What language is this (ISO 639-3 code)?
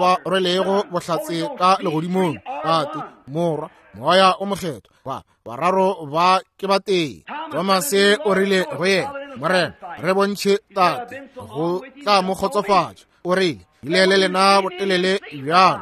nso